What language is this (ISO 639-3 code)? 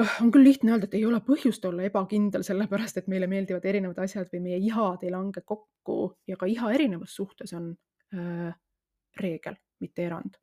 est